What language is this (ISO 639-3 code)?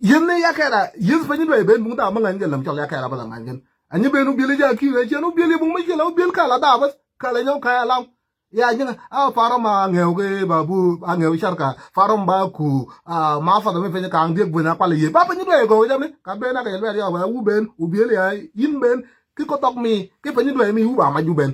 nus